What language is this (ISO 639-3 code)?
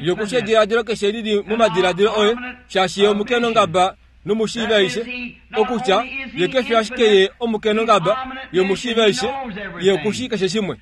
kua